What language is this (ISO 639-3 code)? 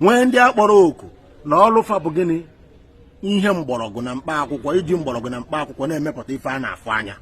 ibo